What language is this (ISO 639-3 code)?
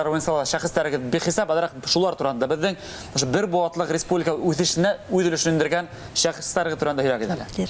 bak